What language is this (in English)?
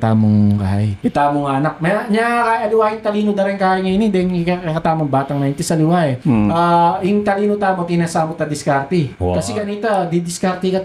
Pampanga